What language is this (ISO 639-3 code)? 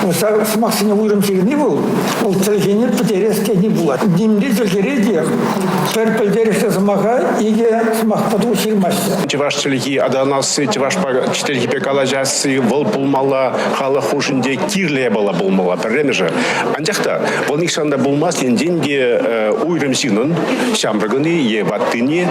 chv